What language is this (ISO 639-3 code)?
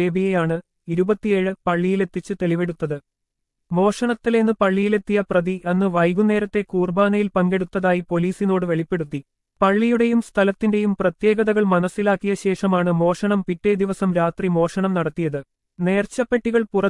mal